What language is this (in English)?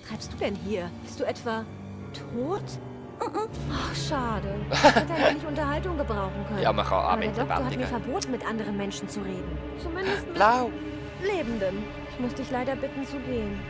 Swiss German